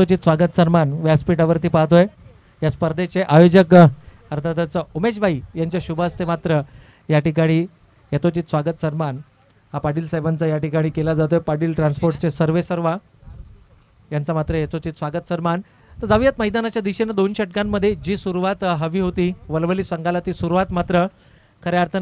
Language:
Marathi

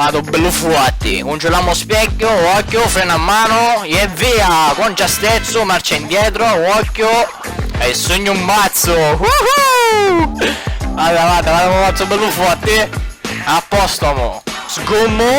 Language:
Sicilian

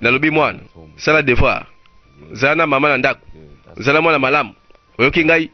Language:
Lingala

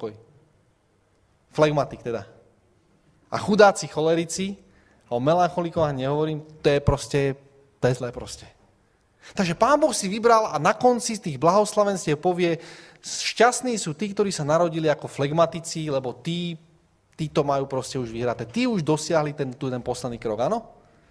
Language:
Slovak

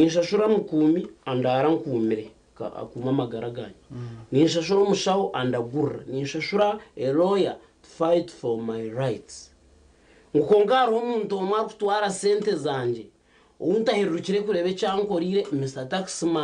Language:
Nyankole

